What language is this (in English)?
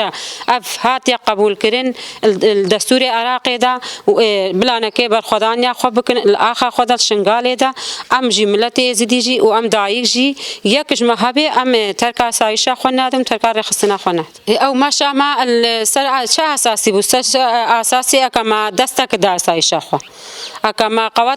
Kurdish